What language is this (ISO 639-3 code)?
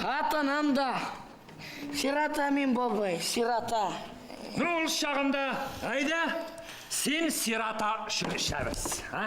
bak